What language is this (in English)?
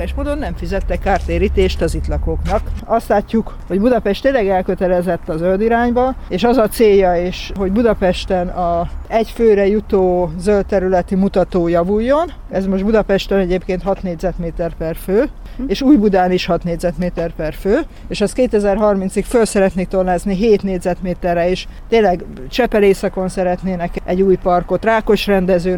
Hungarian